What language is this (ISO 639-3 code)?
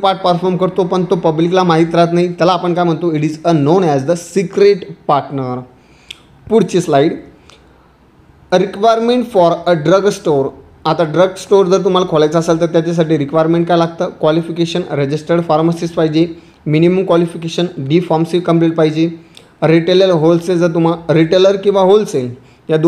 mar